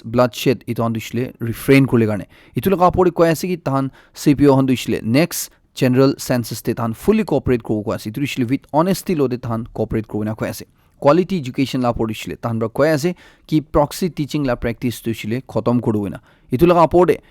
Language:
Naga Pidgin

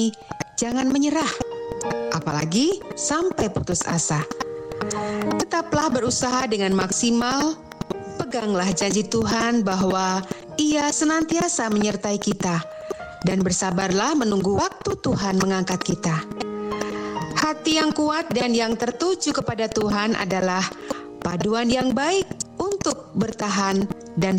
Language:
Indonesian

